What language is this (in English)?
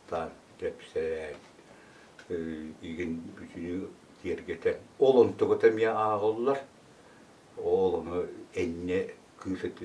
Yakut